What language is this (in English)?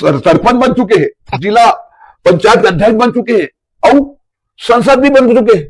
Chhattisgarhi